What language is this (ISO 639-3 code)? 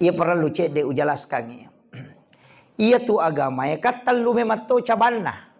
bug